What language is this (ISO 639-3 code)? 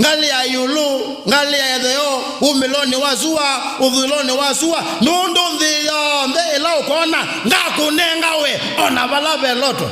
kam